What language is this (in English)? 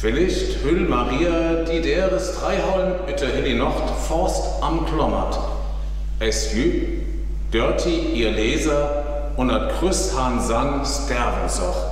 Northern Frisian